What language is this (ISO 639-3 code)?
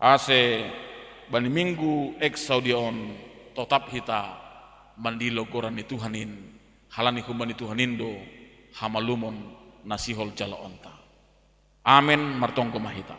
bts